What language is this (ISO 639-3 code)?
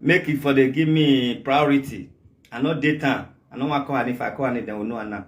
pcm